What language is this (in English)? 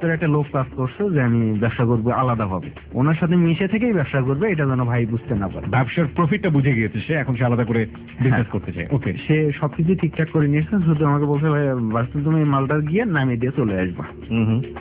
Bangla